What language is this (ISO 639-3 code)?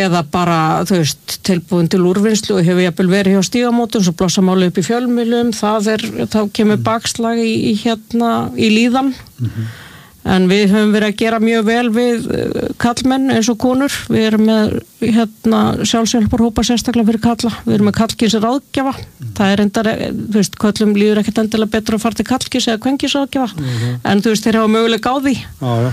isl